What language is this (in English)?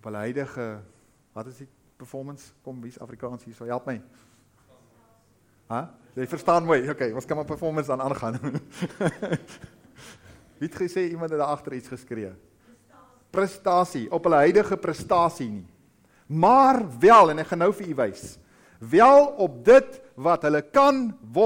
Afrikaans